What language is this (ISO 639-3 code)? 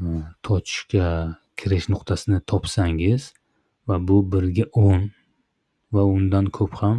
uzb